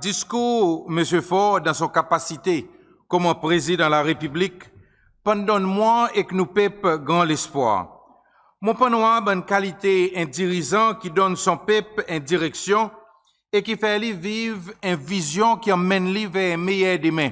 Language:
Seselwa Creole French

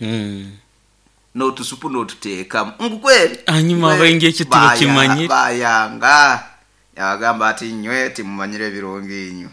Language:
Nyoro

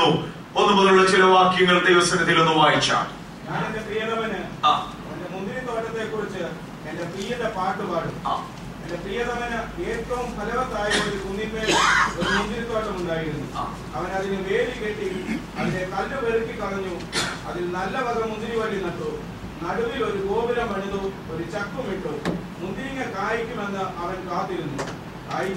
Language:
Malayalam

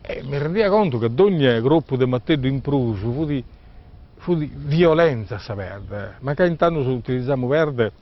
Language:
Sardinian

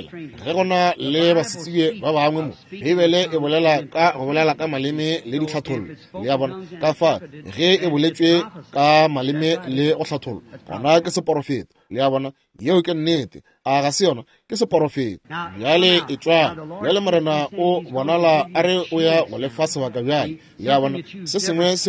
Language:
Northern Sotho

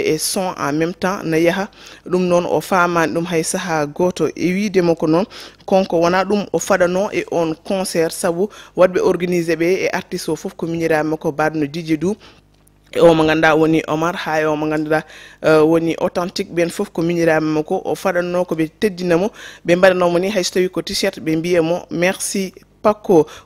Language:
Fula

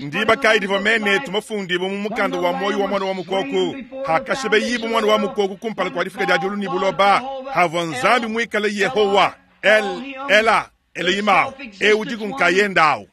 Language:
Luba-Lulua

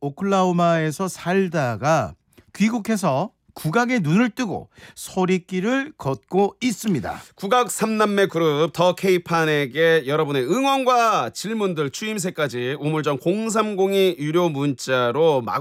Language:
Korean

